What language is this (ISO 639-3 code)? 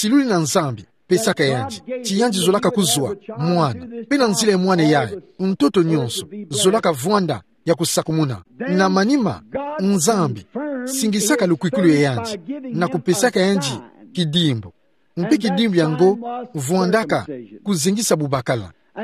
ktu